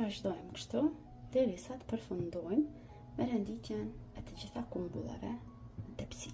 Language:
Albanian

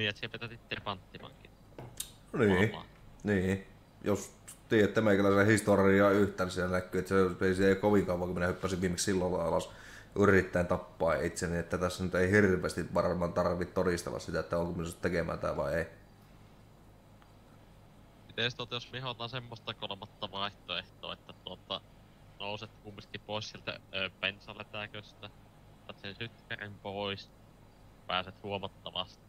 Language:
Finnish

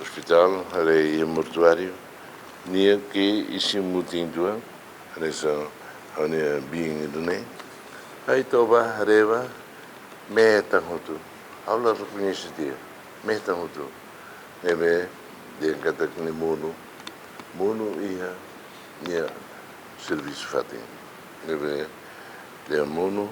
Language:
Tetum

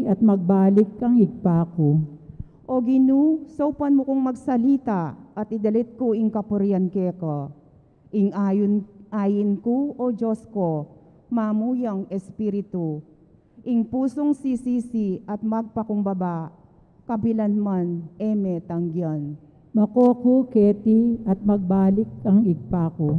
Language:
Pampanga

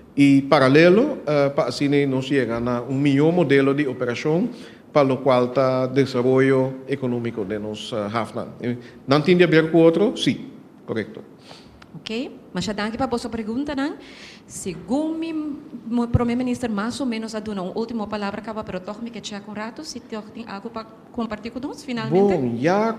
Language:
Papiamento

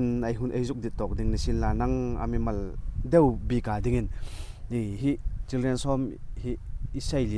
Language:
Hmar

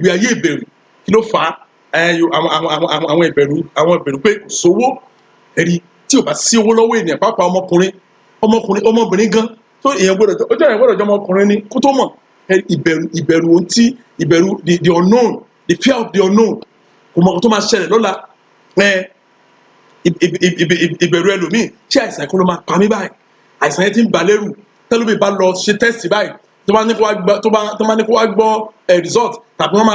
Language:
Yoruba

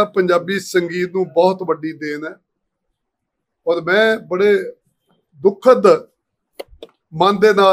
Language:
Punjabi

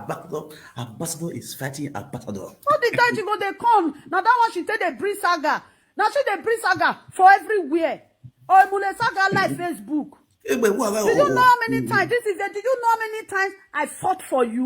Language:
Nigerian Pidgin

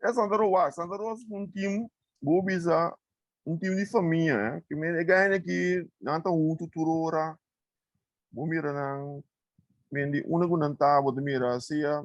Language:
Papiamento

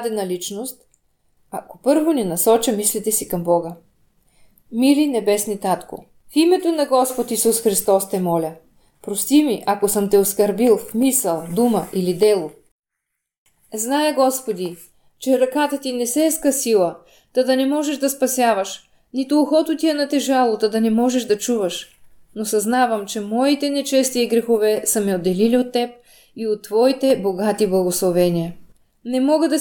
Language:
Bulgarian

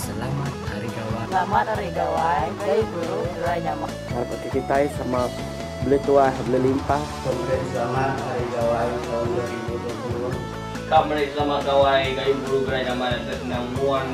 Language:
Iban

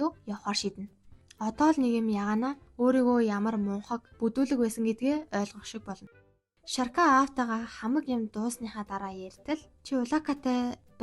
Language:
Mongolian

